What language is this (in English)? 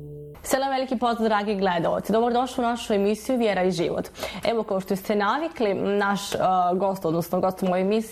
Bosnian